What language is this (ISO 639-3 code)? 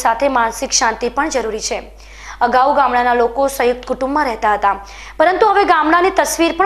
guj